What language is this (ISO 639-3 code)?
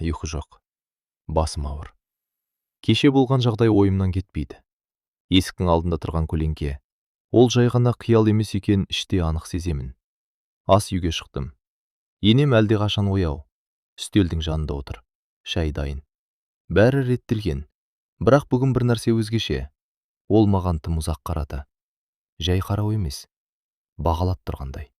kaz